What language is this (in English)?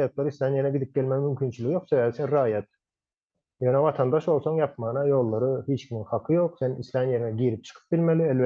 Turkmen